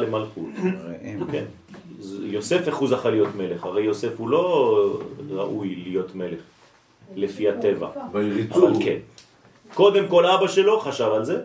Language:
Hebrew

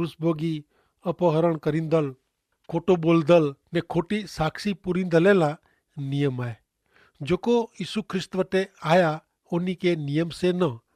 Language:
Kachhi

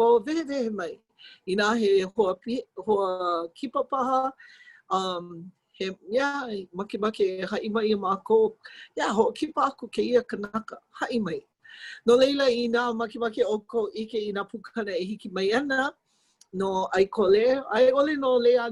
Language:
Hawaiian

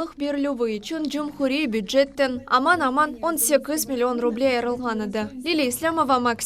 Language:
Crimean Tatar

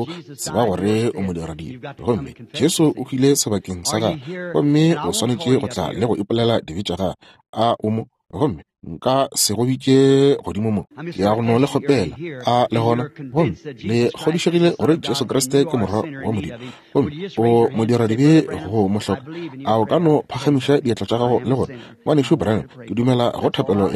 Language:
Northern Sotho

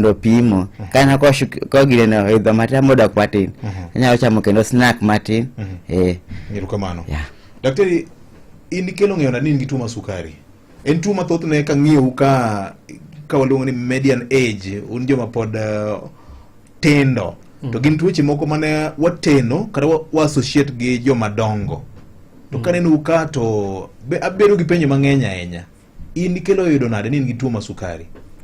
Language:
Luo (Kenya and Tanzania)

